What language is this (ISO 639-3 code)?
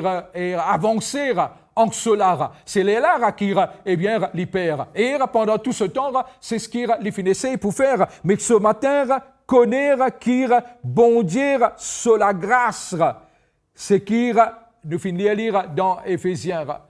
mfe